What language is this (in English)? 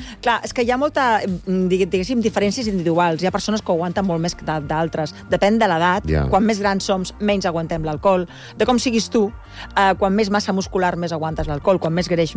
Catalan